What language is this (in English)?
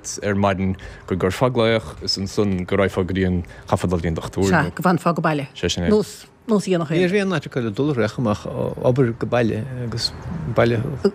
Irish